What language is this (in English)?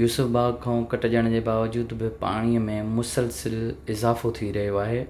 Sindhi